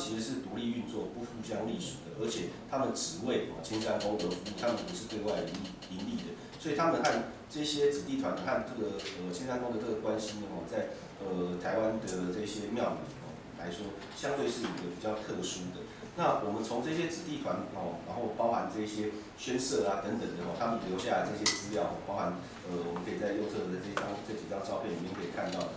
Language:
Chinese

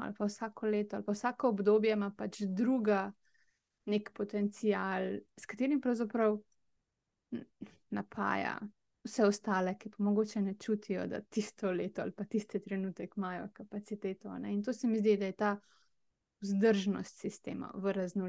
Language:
Slovenian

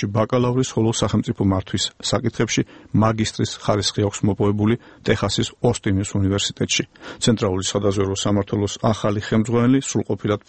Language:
Georgian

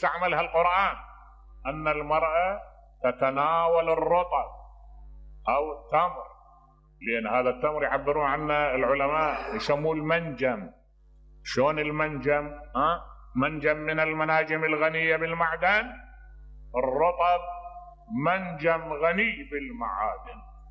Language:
Mesopotamian Arabic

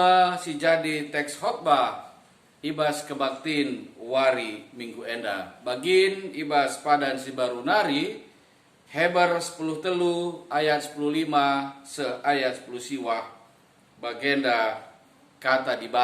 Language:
Batak Karo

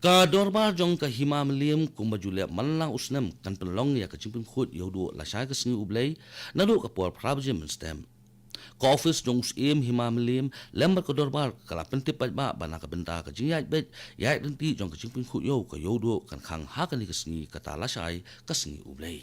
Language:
Khasi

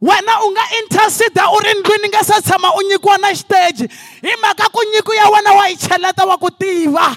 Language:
Tsonga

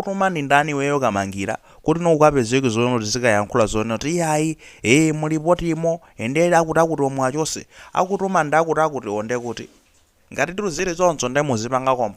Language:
Nyanja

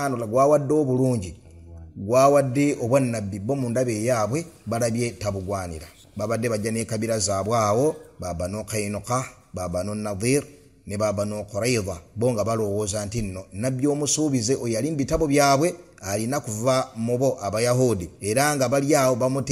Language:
Ganda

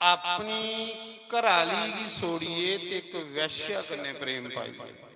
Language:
Dogri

